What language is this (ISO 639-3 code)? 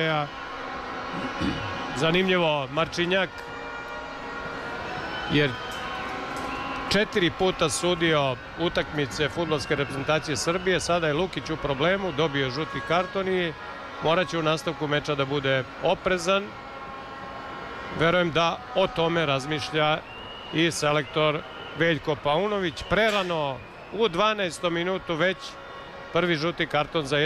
srp